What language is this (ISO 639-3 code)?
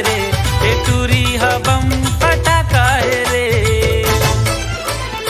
hne